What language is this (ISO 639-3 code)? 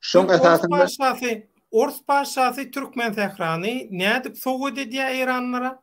tuk